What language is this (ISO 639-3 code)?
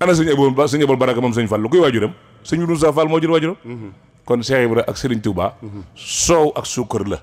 wol